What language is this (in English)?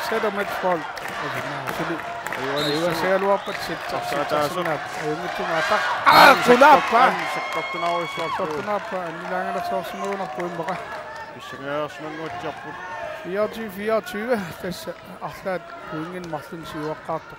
Kalaallisut